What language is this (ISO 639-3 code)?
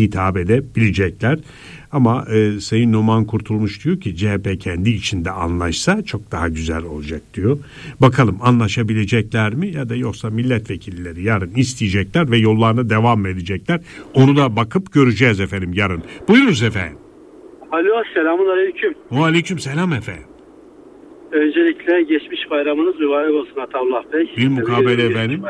tur